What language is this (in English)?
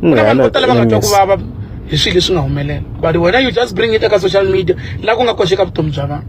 Tsonga